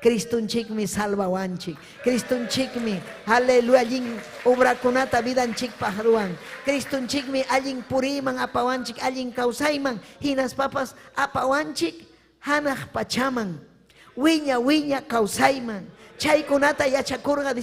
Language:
Ayacucho Quechua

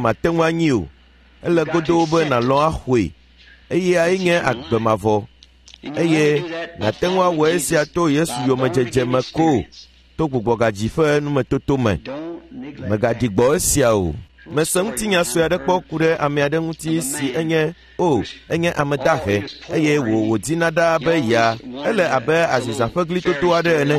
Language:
Ewe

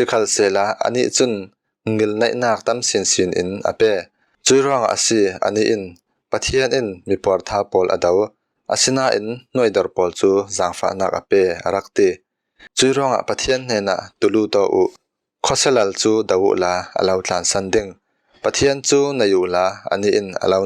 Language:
Falam Chin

